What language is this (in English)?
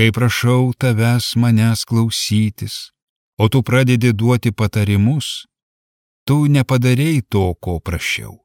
Lithuanian